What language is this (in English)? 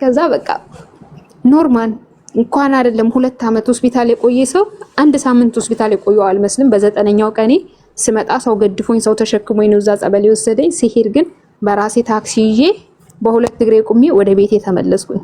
Amharic